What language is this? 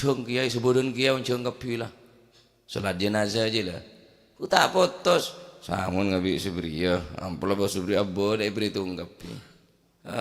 Madurese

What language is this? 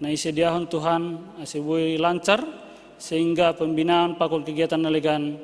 Batak Simalungun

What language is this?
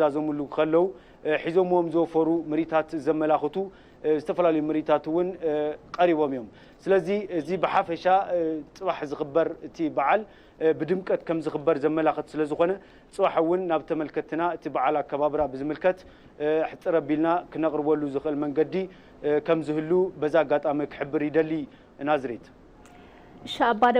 Tigrinya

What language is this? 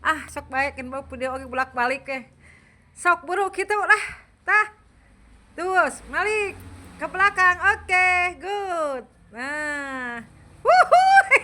Sundanese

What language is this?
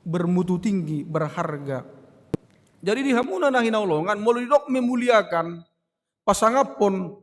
Batak Toba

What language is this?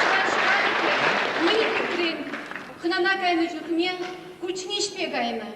Chuvash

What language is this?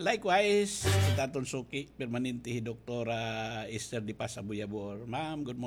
Waray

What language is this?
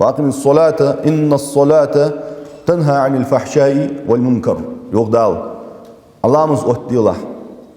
Ingush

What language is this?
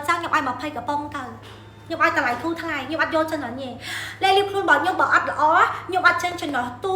Khmer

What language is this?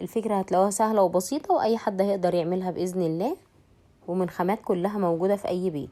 Egyptian Arabic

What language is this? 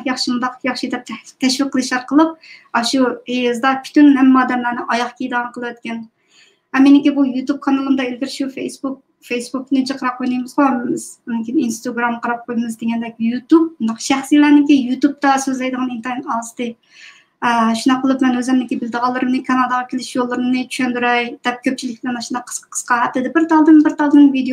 Uyghur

